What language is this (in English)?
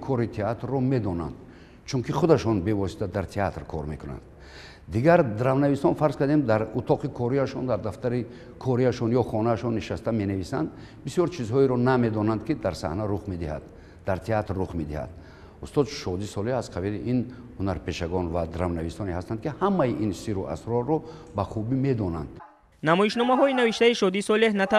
Tajik